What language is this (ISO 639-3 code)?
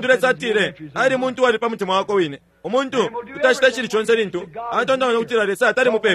bem